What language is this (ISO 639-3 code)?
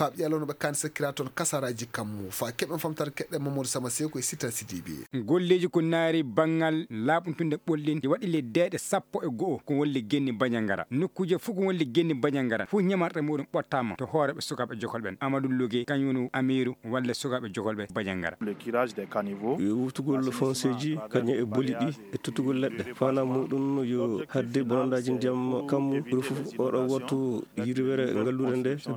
ful